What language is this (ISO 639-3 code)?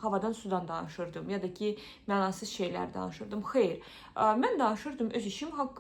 aze